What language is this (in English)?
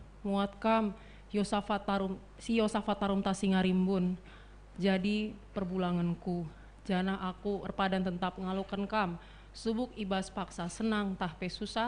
Batak Karo